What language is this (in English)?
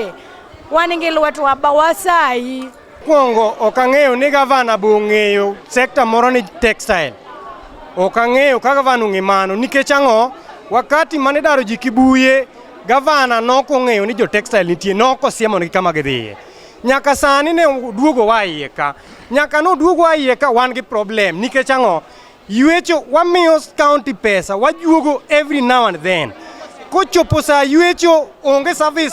Luo (Kenya and Tanzania)